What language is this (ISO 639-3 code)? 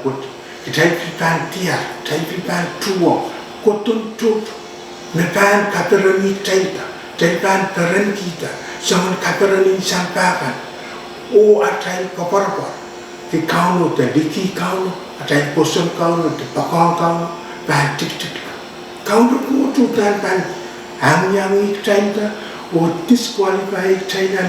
pon